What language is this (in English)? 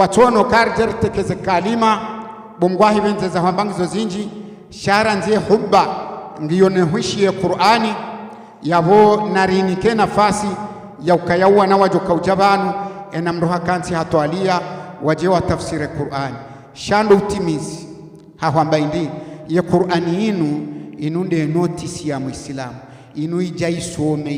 Ngazidja Comorian